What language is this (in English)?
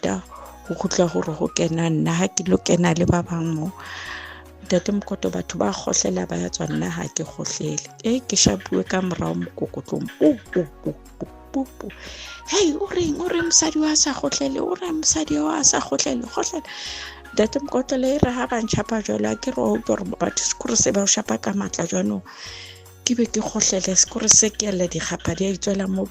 Southern Sotho